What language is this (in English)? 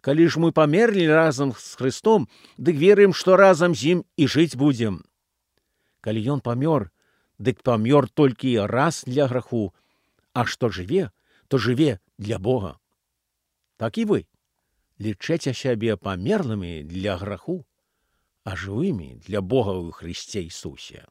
Belarusian